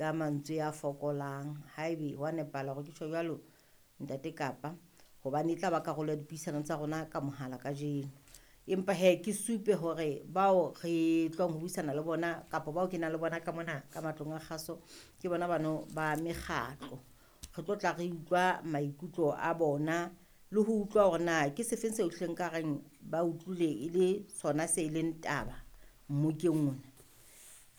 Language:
Southern Sotho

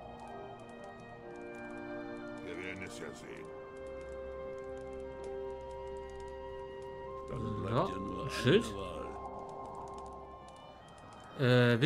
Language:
German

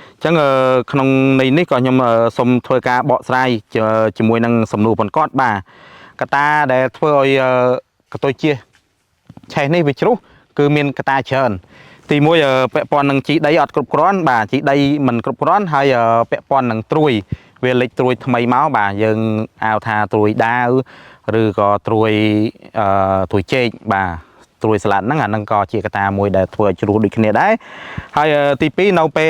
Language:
Khmer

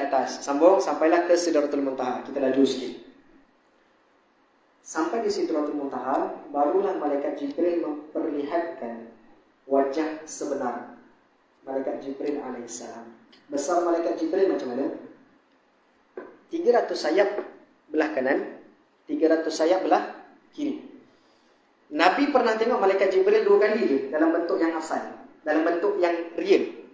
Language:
Malay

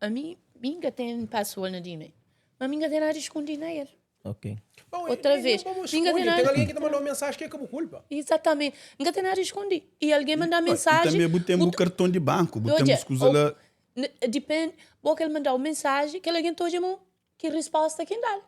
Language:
Kabuverdianu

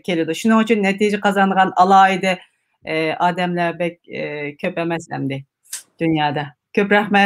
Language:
Uyghur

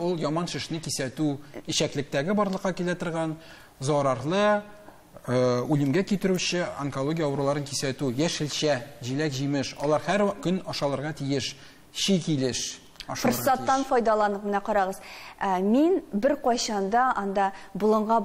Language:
Tatar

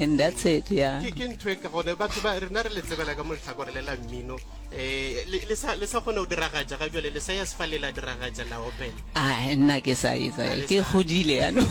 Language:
Northern Sotho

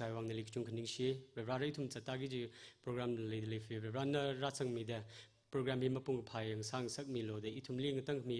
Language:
Tangkhul Naga (India)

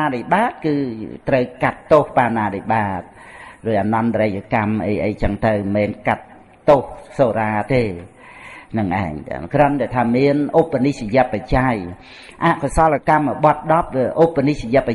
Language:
Khmer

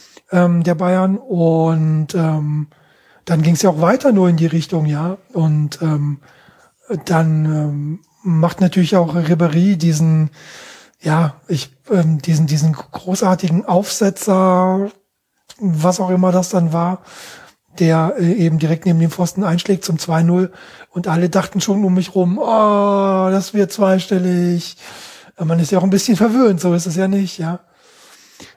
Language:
German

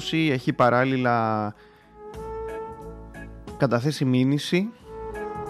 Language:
Greek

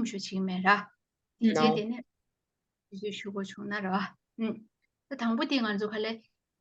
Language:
Tibetan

